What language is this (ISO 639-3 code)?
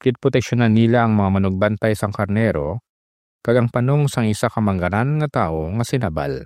hil